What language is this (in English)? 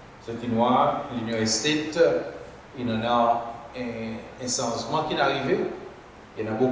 Seselwa Creole French